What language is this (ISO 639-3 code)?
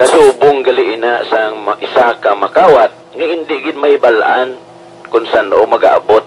hil